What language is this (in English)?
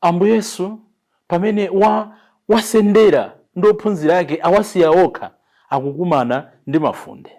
Nyanja